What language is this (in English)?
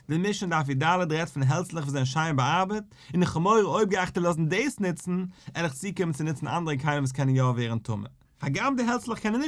Yiddish